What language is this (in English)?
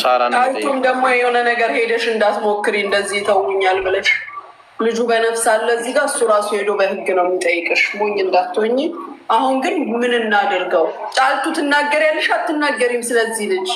Amharic